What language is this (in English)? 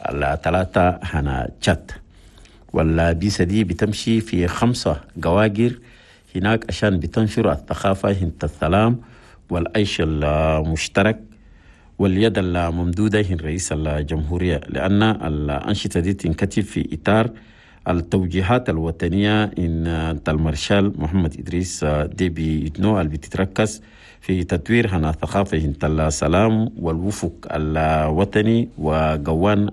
Chadian Arabic